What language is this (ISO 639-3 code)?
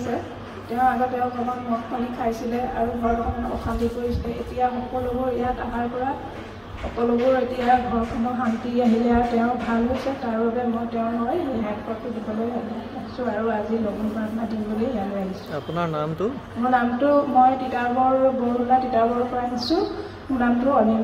asm